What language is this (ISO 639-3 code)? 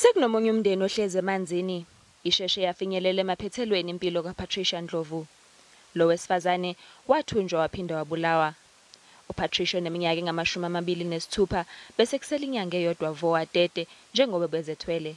zul